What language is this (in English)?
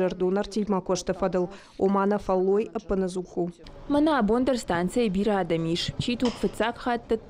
Ossetic